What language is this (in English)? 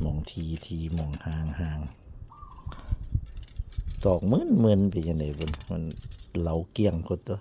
Northeastern Thai